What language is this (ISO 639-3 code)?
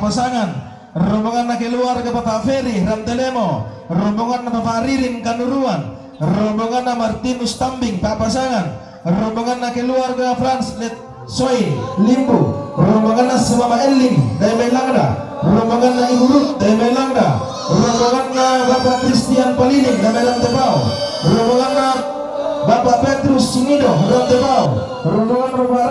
sda